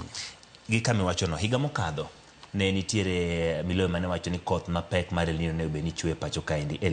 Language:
Luo (Kenya and Tanzania)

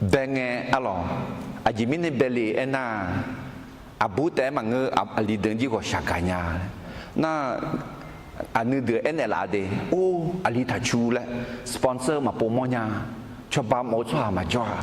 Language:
Akha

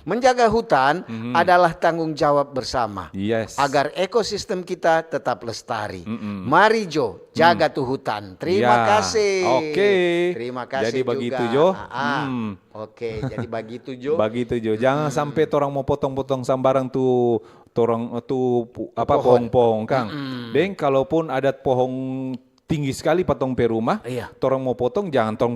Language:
Manado Malay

